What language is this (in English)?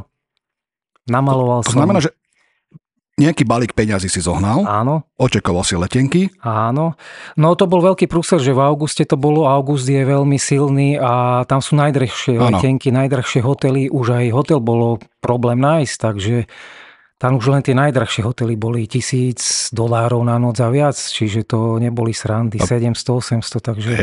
Slovak